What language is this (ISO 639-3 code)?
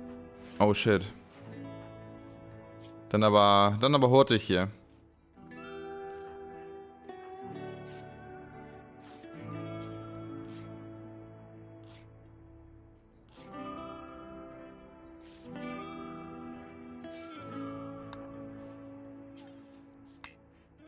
deu